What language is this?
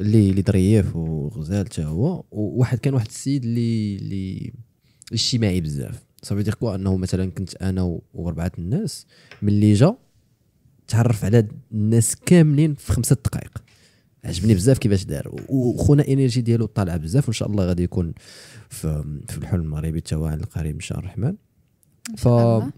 Moroccan Arabic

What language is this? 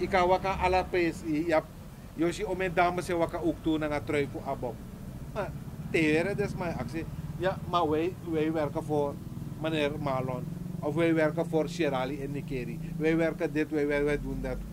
Sranan Tongo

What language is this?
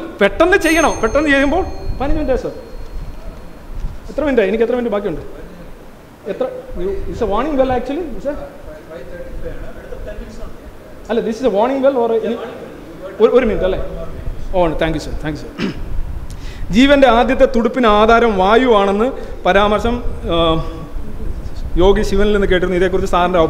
Malayalam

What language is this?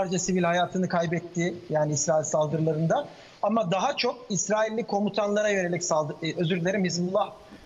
Turkish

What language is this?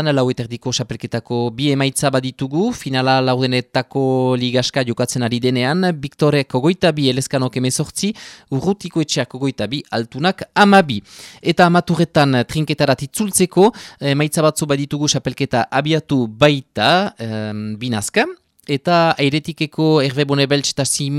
Basque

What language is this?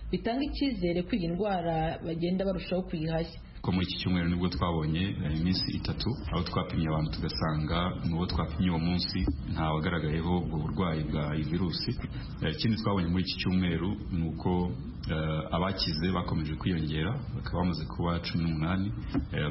Kinyarwanda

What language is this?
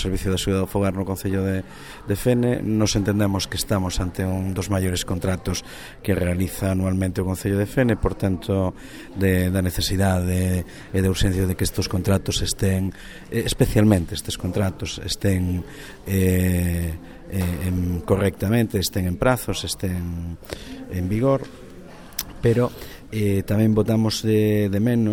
Galician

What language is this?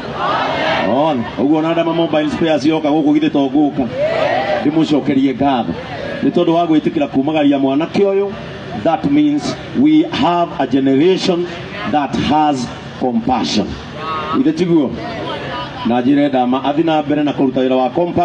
Kikuyu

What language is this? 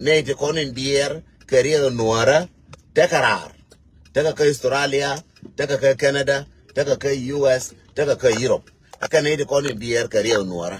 Nuer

